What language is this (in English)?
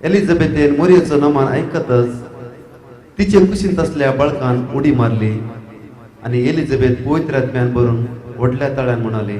Konkani